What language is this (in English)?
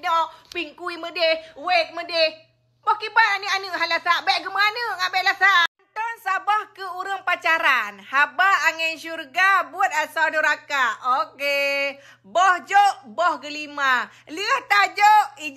Achinese